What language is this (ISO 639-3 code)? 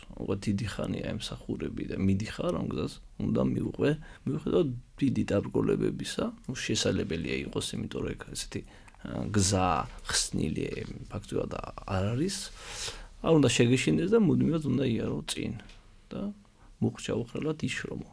kat